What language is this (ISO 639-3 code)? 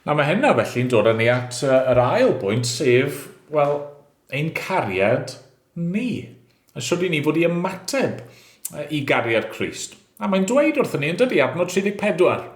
cym